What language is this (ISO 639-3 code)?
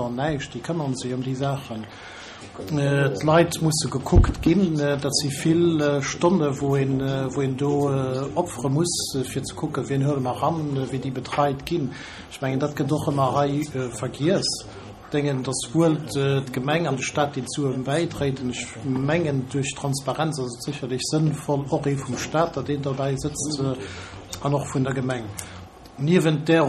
ltz